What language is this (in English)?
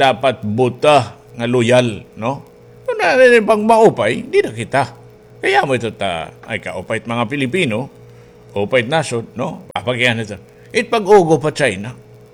Waray